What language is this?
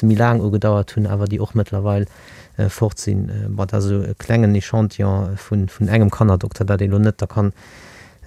Luxembourgish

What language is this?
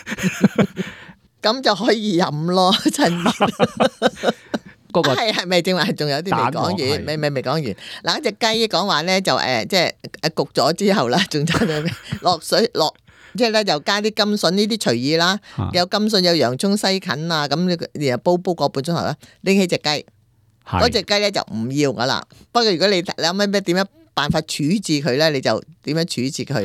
Cantonese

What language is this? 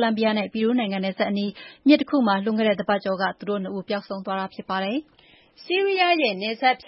Burmese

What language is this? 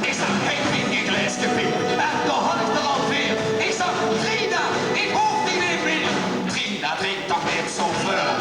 Limburgish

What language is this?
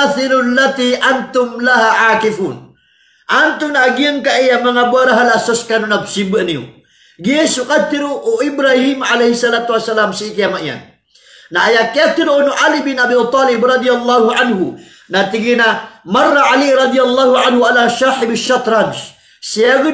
Maranao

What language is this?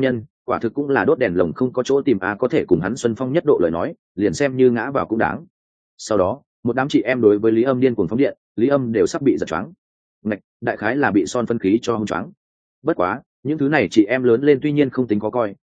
Vietnamese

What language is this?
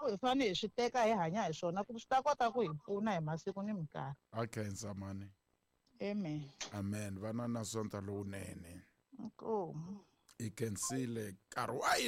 Tsonga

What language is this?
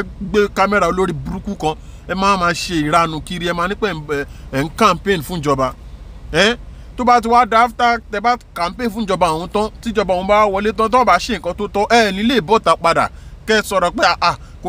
Yoruba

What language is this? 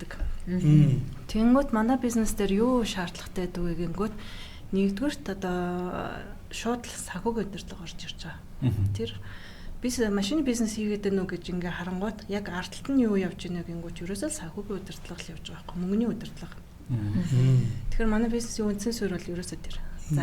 Mongolian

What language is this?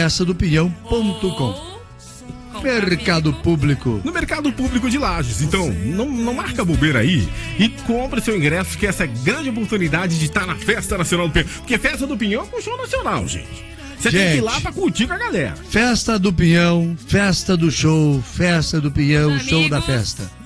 Portuguese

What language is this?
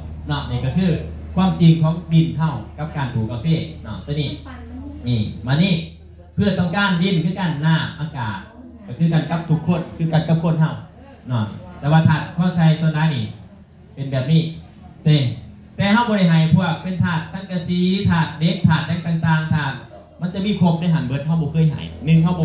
Northeastern Thai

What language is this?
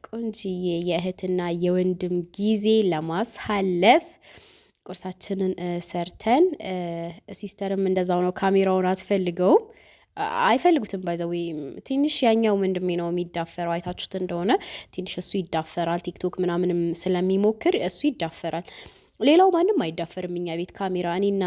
Amharic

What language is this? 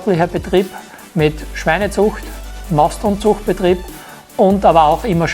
Bavarian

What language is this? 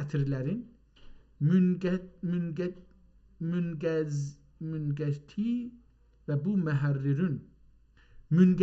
South Azerbaijani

